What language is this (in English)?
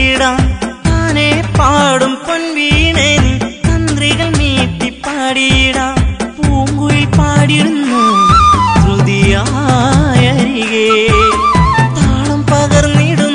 Malayalam